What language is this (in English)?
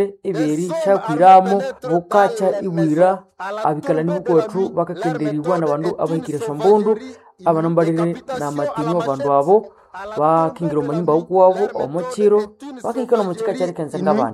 Nande